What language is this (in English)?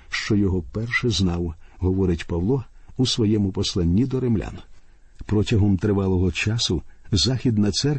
Ukrainian